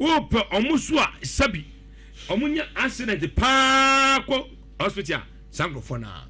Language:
Akan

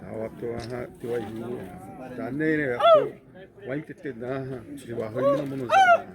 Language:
Xavánte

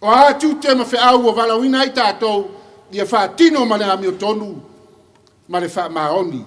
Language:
Samoan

